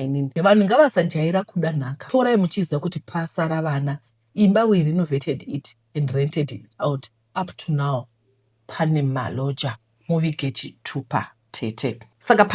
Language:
Shona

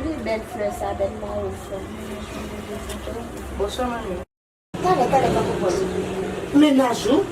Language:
Haitian Creole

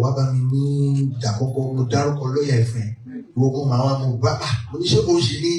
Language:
Yoruba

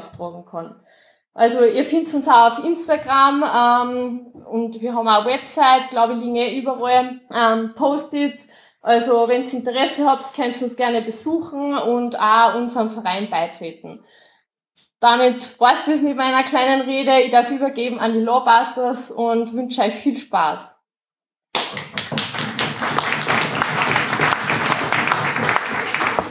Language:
German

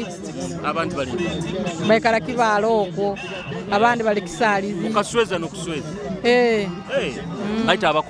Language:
Nyoro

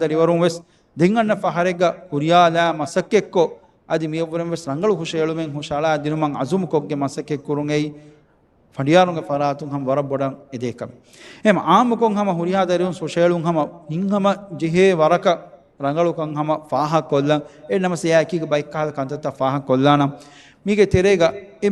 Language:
Divehi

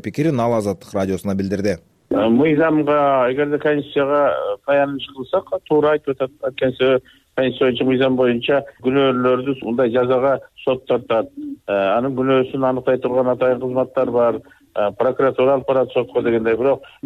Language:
Kyrgyz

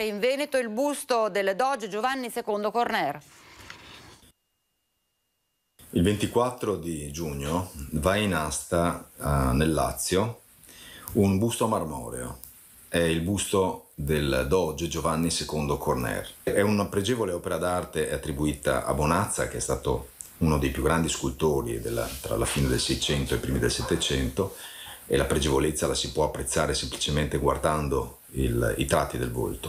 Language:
Italian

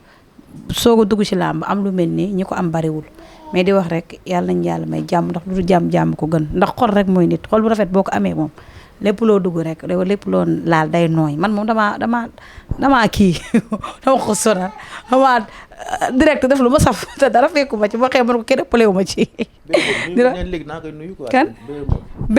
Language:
Wolof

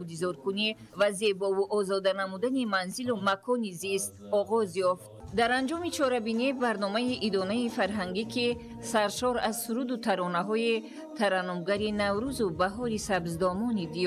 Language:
Tajik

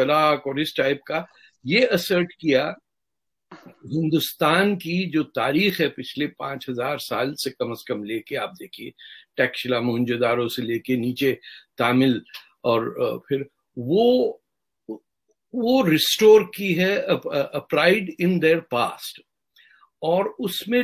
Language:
Urdu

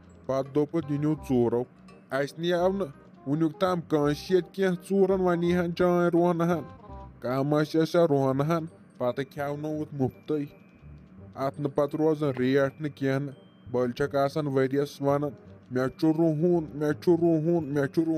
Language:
Kashmiri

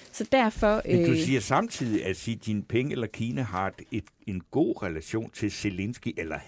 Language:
Danish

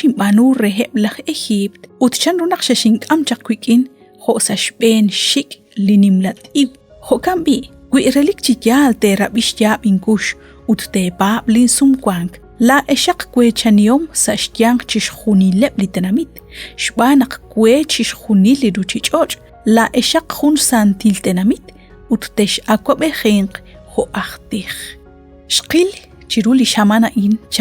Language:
Kekchí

